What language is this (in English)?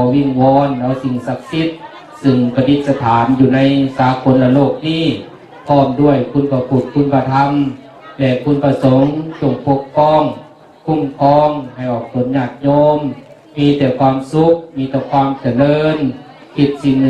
Lao